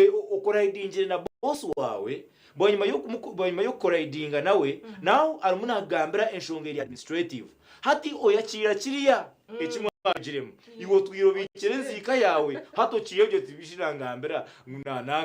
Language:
Nyankole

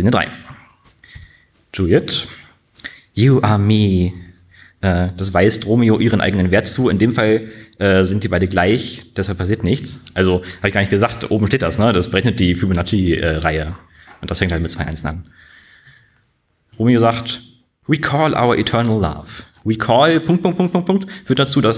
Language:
German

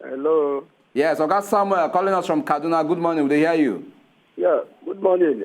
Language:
Nigerian Pidgin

